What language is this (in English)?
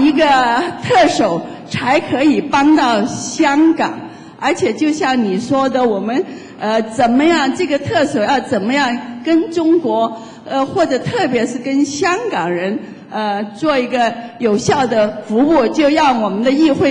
Chinese